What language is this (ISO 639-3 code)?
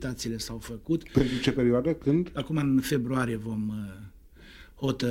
ron